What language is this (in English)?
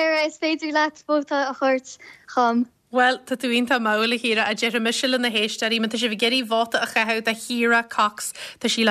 Irish